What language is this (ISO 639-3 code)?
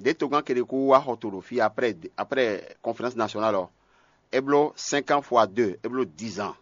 fon